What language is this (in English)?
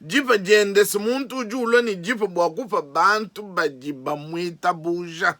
Luba-Lulua